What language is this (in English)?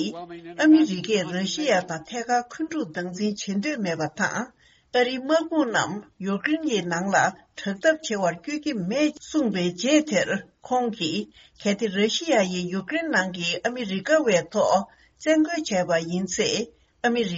Tibetan